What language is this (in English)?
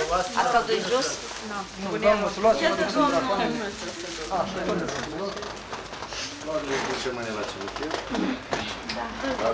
Romanian